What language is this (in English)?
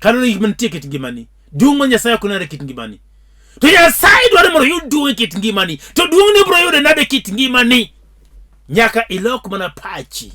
Luo (Kenya and Tanzania)